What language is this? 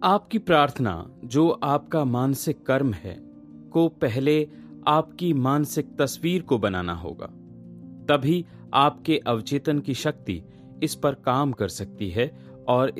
Hindi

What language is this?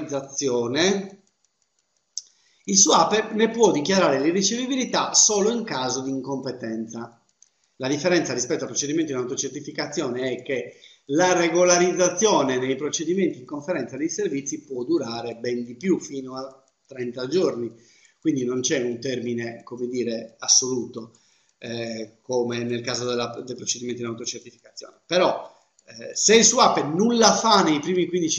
Italian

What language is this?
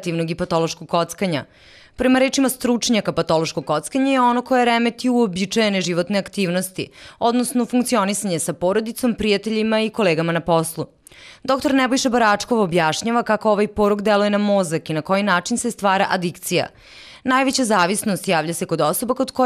Serbian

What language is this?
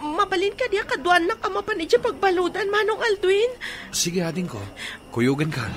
Iloko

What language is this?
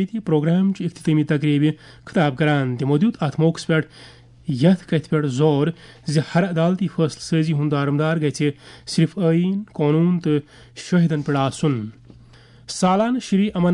Kashmiri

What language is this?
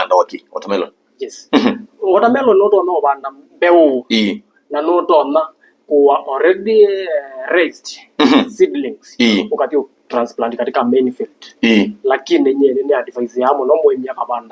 Kamba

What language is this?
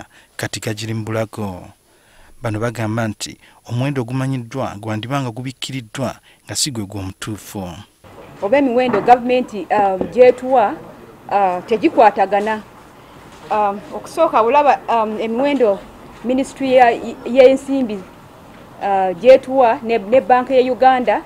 Ganda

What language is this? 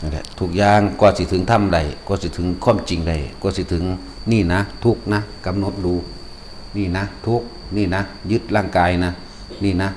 Northeastern Thai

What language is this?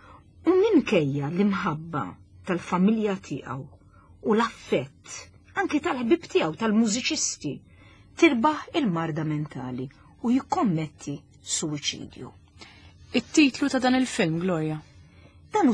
Maltese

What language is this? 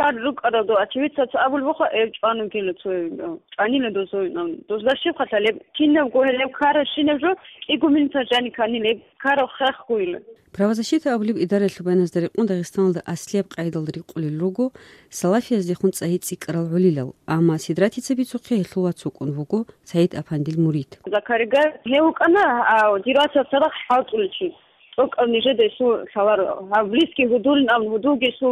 Avaric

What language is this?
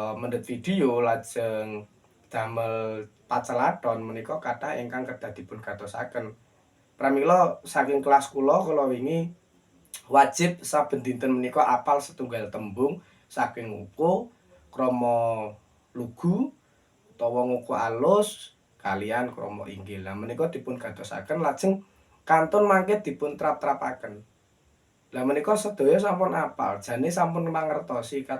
Javanese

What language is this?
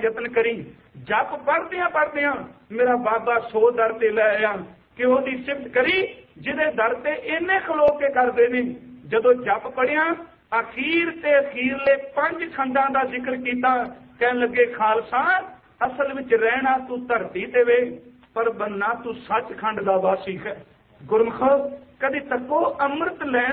Punjabi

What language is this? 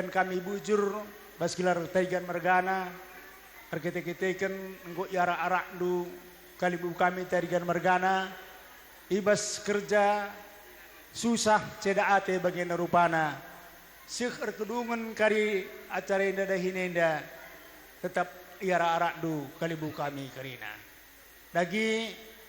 Batak Karo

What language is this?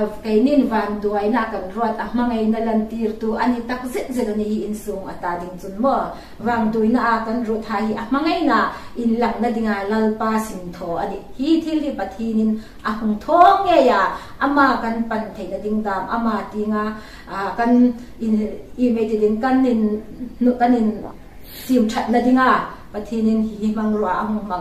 Hmar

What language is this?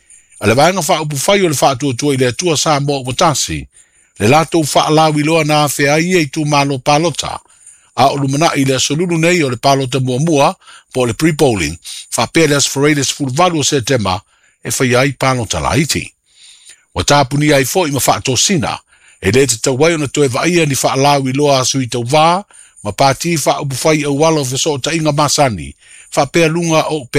Samoan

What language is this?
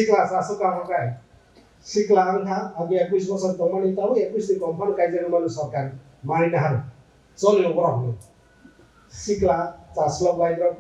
Kok Borok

